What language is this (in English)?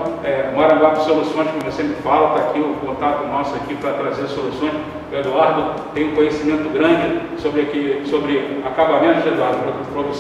Portuguese